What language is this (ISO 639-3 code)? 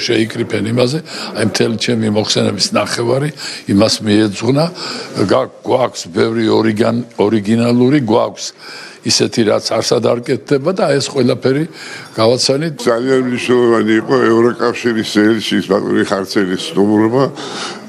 kat